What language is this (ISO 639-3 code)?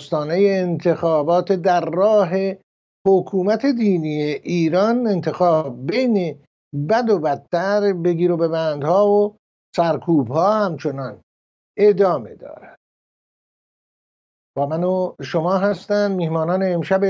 fas